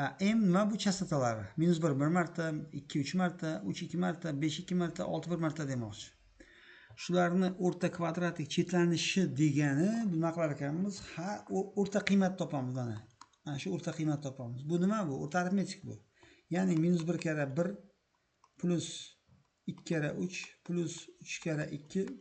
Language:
Uzbek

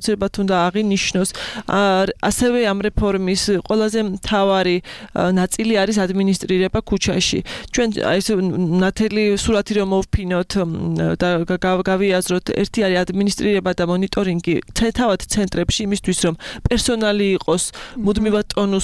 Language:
Georgian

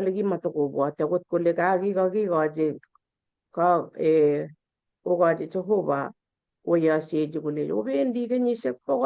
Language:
Kalenjin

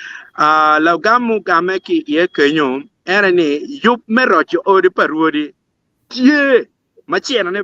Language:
Acoli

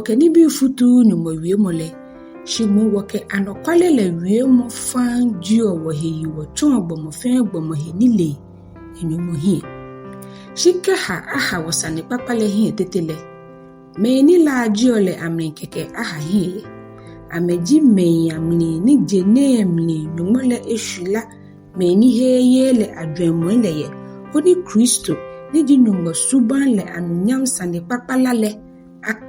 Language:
Ga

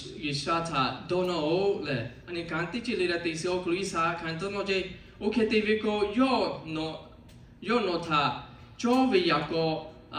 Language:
Lahu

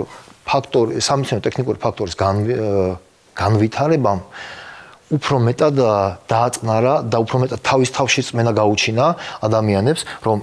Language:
Georgian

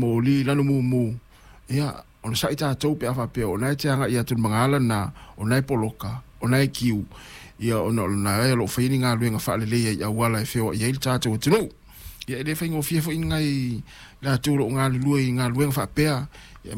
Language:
Samoan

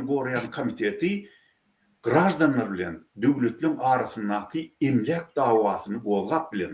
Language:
Turkmen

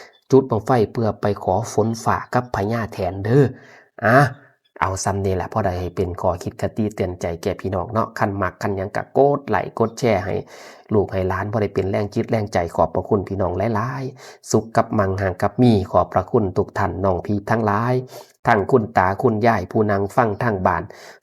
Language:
Northeastern Thai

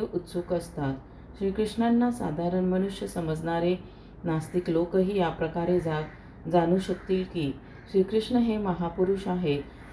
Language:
Marathi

